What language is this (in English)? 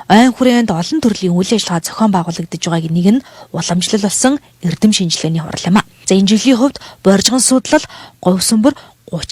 Mongolian